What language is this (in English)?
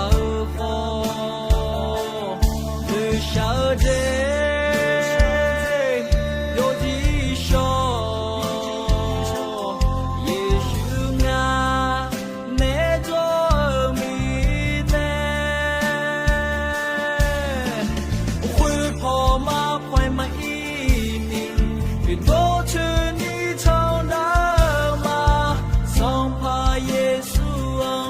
Akha